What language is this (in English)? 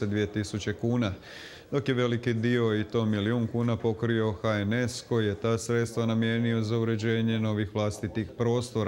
Croatian